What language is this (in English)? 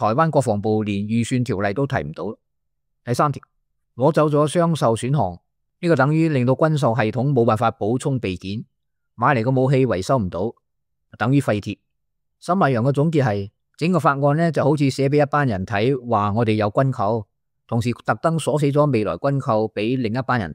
Cantonese